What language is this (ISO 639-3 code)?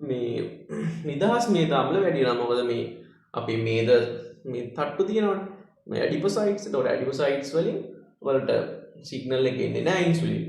sin